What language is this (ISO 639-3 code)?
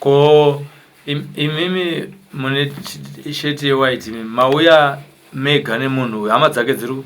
sna